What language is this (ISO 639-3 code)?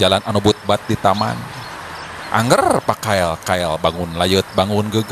sun